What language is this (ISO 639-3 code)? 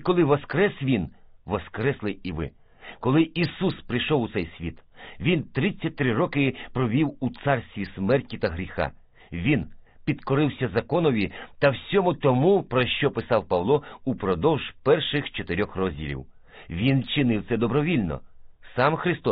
ukr